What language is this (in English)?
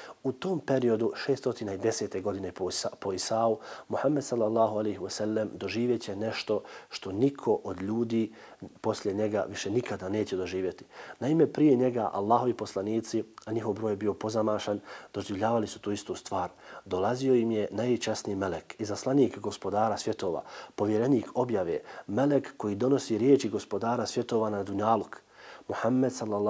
Bosnian